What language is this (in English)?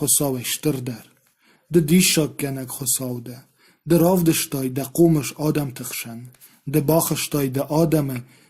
Ossetic